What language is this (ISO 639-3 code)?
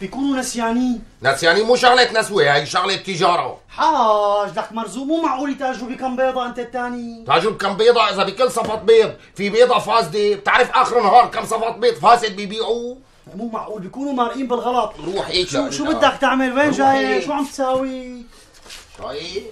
apc